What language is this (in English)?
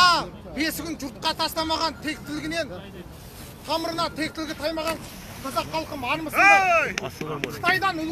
Kazakh